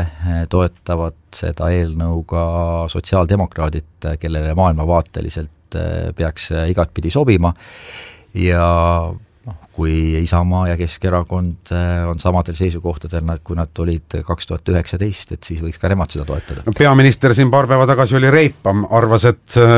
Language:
Estonian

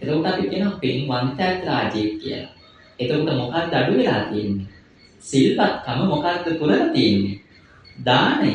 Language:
Sinhala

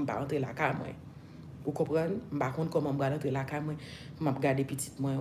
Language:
Haitian Creole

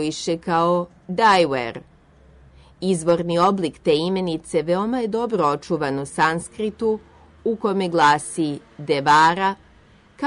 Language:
Serbian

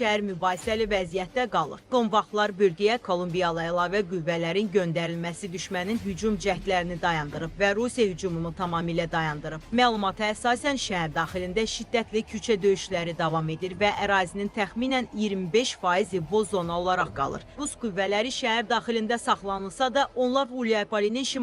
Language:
Azerbaijani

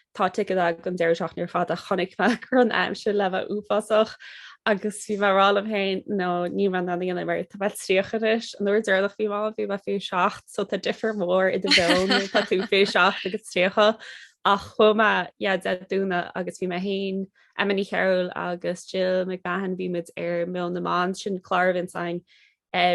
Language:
Irish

